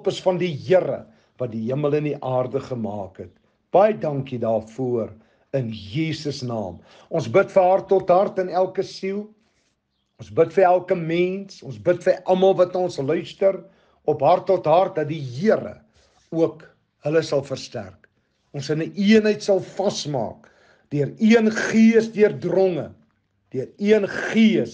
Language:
Afrikaans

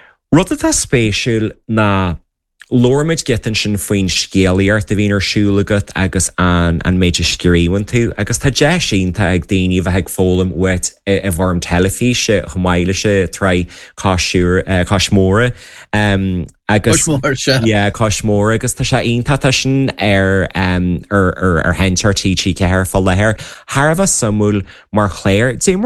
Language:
Irish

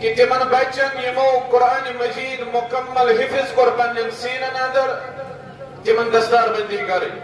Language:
Kashmiri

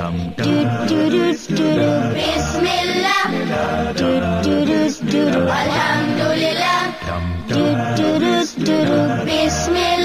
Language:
Bosnian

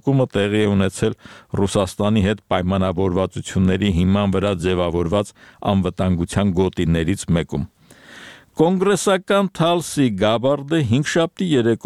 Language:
Armenian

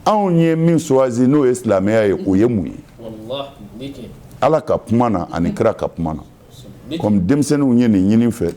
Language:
Bambara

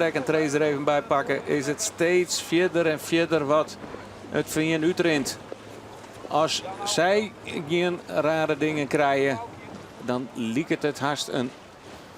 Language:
Western Frisian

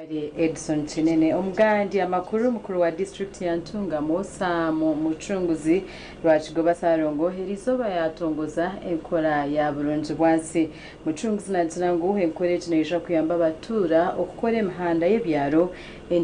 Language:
Nyankole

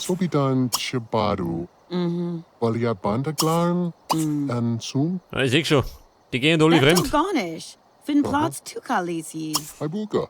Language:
Bavarian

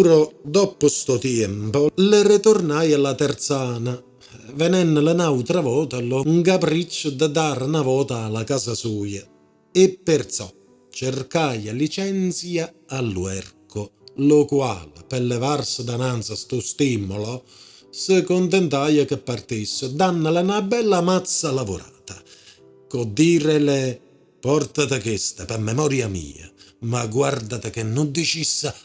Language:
Neapolitan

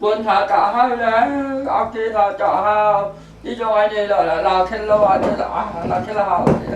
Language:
Hakha Chin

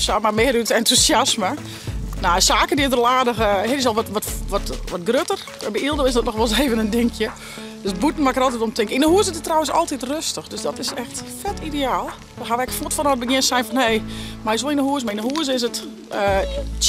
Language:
Western Frisian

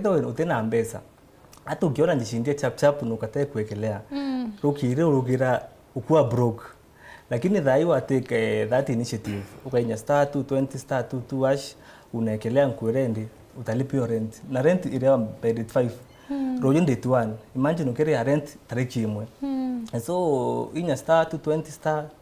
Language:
Meru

